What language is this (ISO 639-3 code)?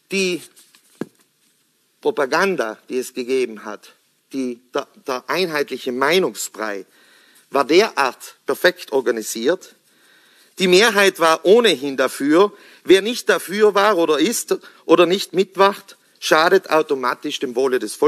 deu